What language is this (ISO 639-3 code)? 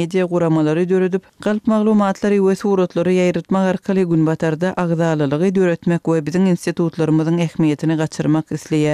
tuk